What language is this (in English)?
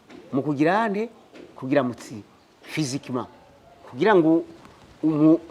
Rundi